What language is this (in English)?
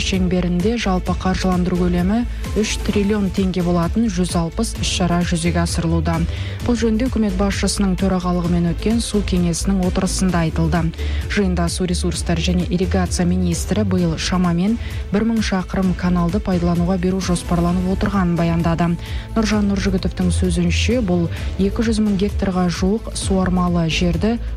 Kazakh